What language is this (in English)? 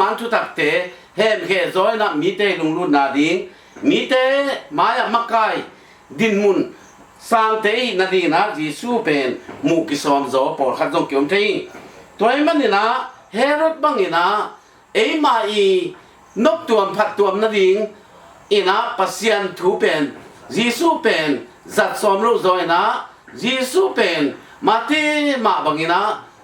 Tedim Chin